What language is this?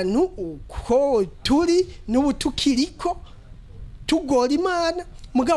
Rundi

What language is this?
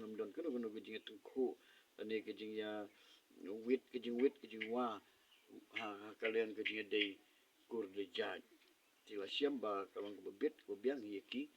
Khasi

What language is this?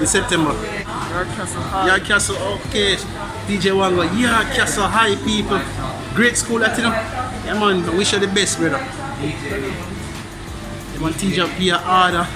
Jamaican Creole English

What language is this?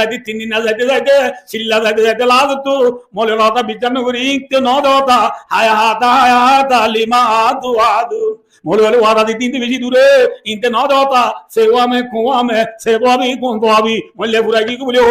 Rohingya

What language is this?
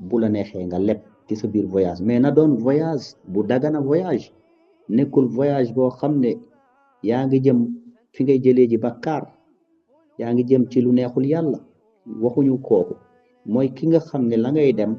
Wolof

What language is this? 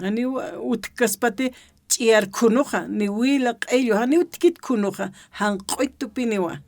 Aymara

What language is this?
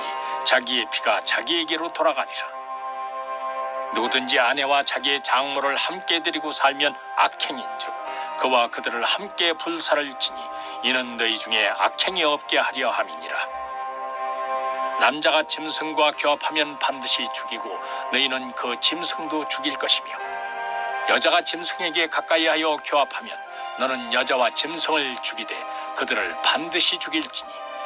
Korean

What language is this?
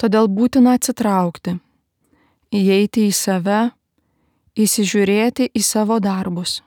Lithuanian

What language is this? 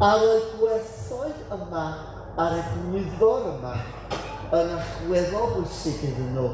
Welsh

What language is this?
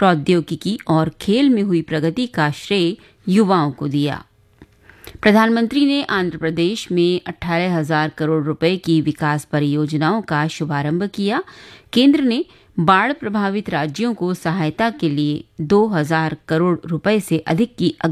Hindi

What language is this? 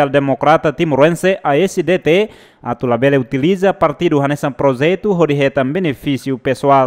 Tetum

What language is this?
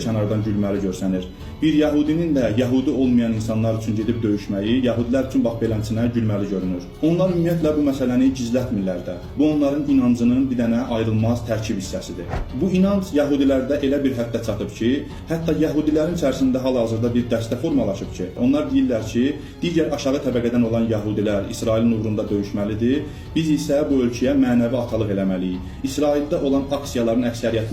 Azerbaijani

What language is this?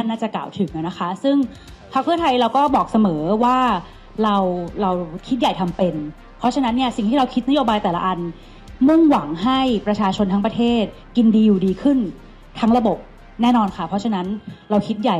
Thai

